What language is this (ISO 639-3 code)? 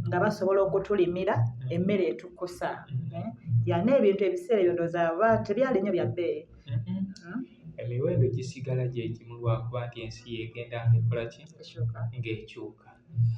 lug